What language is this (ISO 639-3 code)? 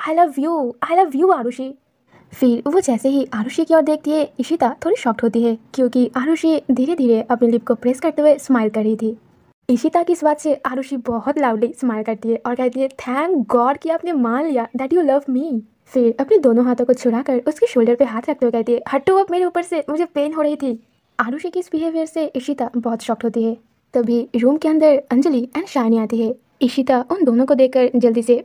hin